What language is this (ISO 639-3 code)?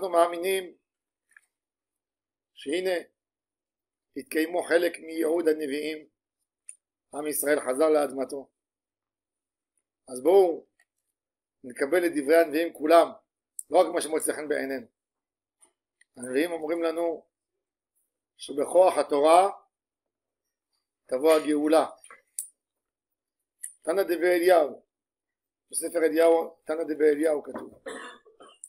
heb